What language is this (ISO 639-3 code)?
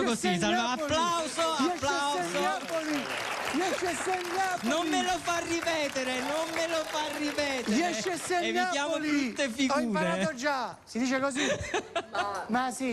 ita